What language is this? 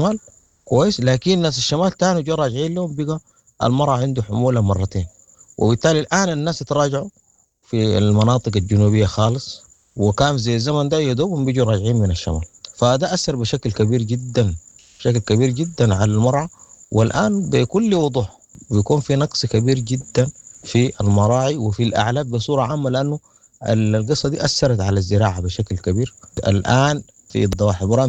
Sudanese Arabic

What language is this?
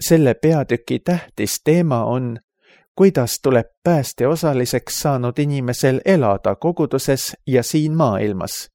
Estonian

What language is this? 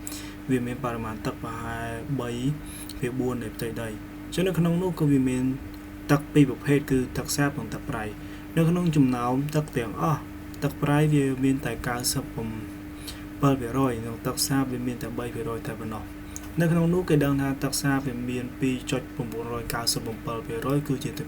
Khmer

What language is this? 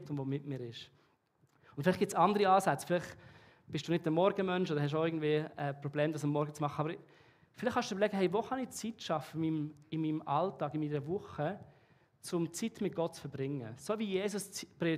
Swiss German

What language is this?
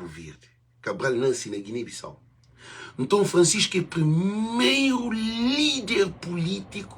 Kabuverdianu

